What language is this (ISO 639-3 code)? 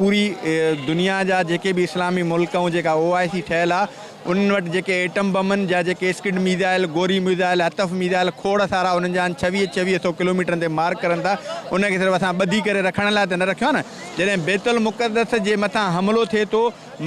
snd